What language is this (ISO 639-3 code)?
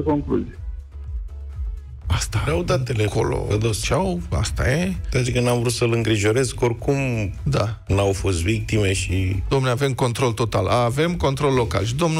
ron